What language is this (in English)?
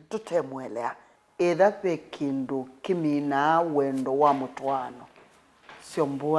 Kamba